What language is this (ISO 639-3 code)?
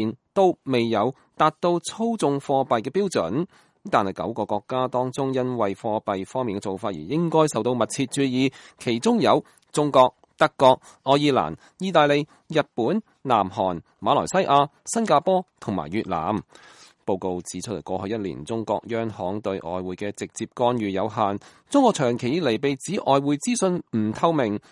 yue